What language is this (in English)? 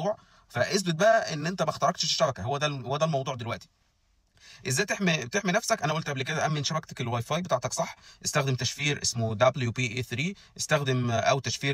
Egyptian Arabic